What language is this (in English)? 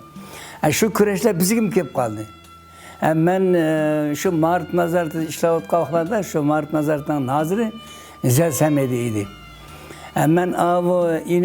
Uyghur